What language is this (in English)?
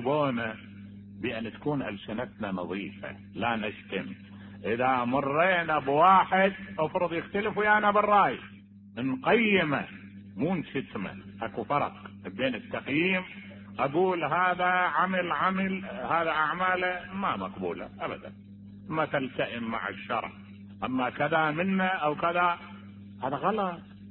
Mesopotamian Arabic